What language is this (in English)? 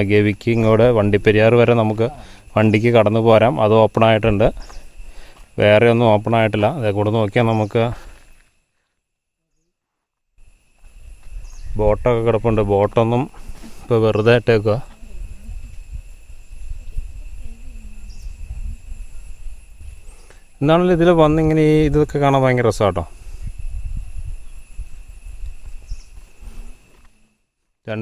Malayalam